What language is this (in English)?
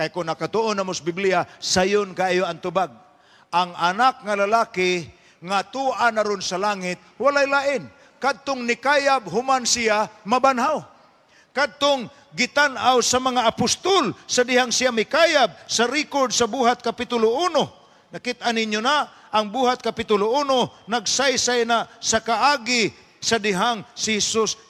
Cebuano